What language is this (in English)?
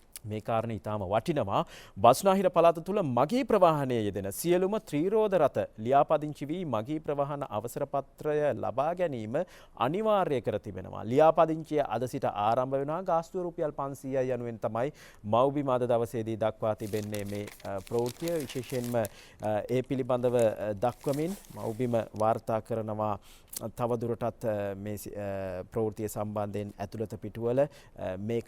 Sinhala